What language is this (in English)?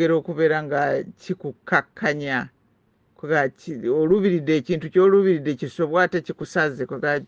Ganda